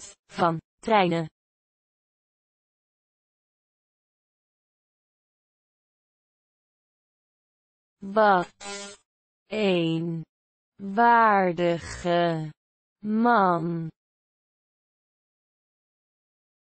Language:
Dutch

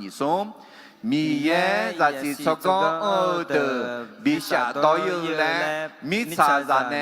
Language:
Akha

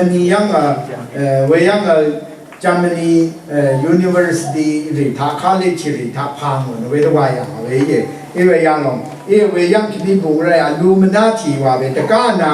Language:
Rawang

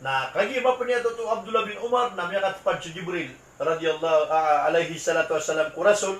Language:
Maranao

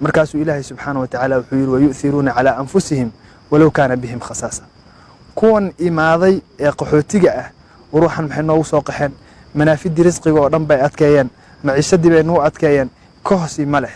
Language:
Somali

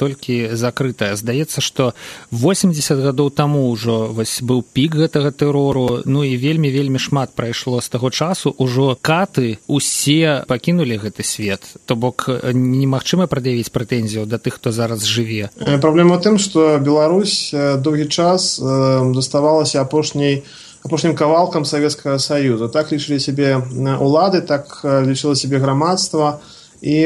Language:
Belarusian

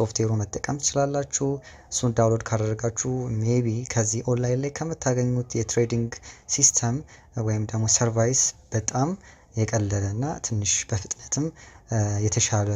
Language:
Amharic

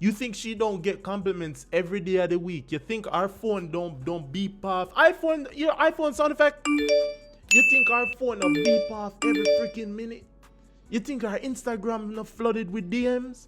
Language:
Jamaican Creole English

